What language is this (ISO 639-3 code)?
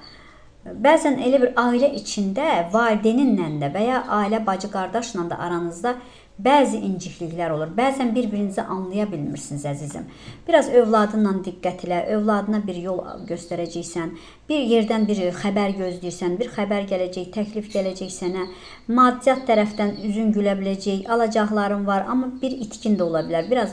aze